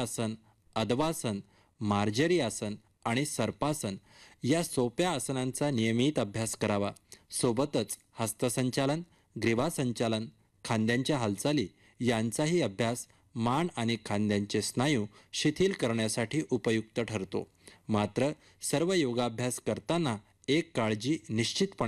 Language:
Marathi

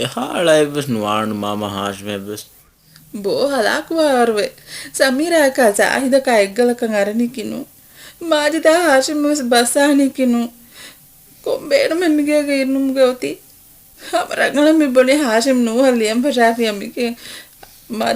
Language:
Divehi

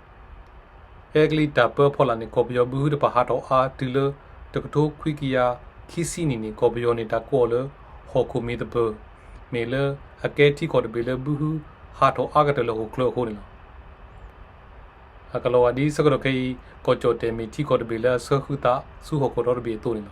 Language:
S'gaw Karen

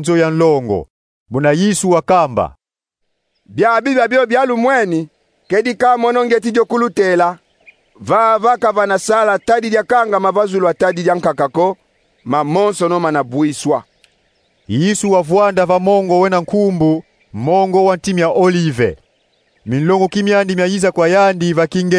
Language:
Kongo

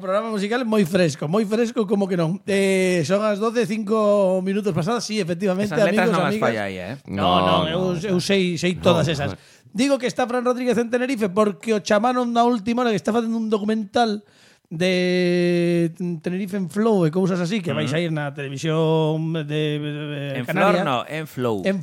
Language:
Galician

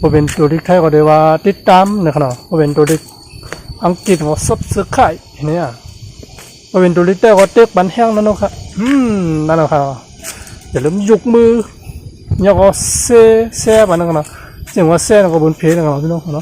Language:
Shan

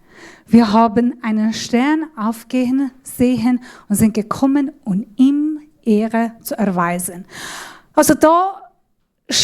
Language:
Swiss German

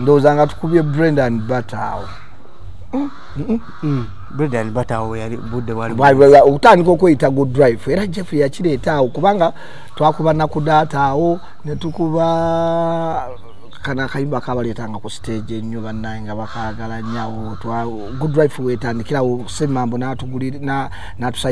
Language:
Ganda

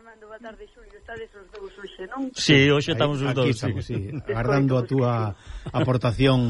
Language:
Galician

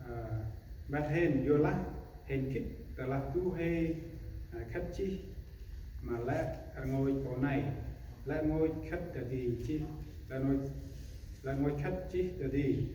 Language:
Central Mnong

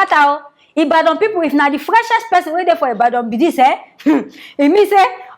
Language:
Nigerian Pidgin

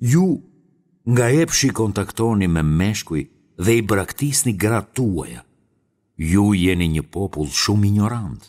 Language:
Albanian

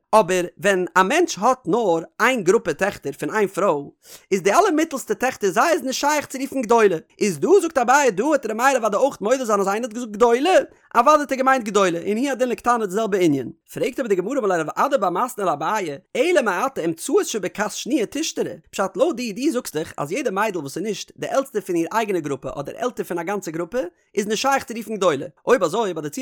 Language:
Yiddish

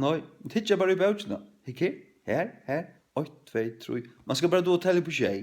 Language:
Faroese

